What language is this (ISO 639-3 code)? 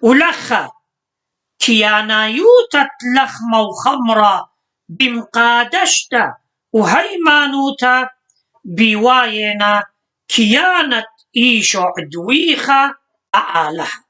aii